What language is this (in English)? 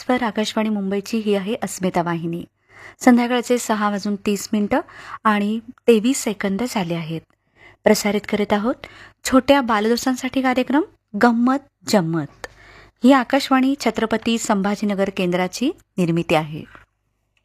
Marathi